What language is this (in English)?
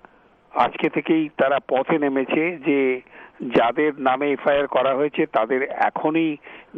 Bangla